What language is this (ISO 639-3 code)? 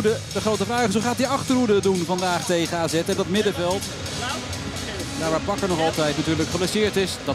nld